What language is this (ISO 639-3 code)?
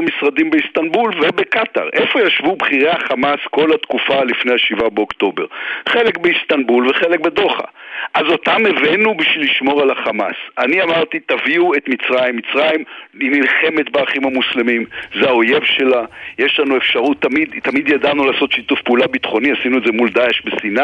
heb